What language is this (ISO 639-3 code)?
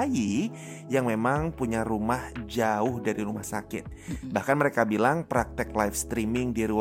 ind